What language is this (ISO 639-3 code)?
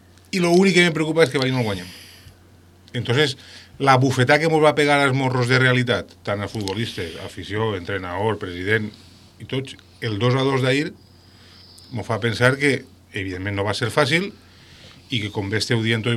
cat